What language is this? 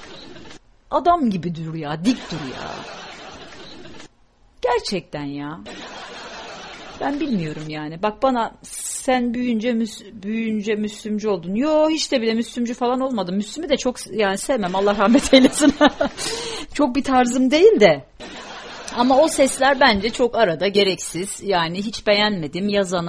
Turkish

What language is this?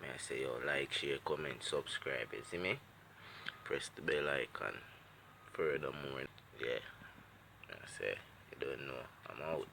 Jamaican Creole English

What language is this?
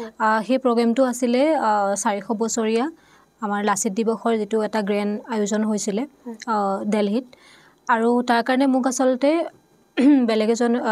Assamese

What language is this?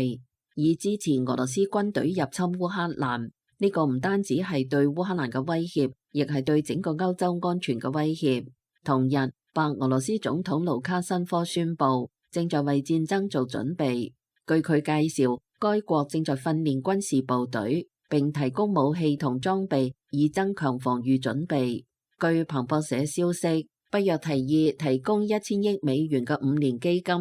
Cantonese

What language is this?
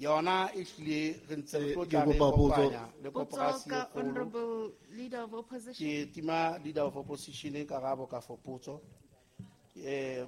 Southern Sotho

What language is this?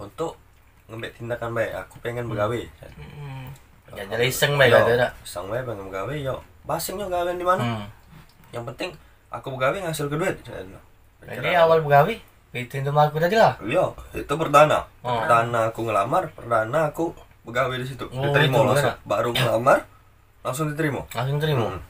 Musi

